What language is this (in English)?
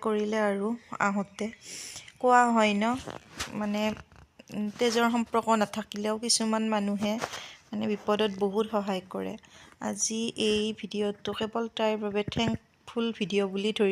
Assamese